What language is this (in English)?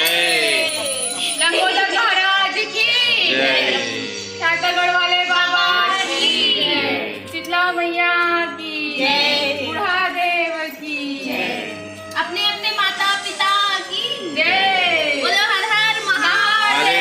Chhattisgarhi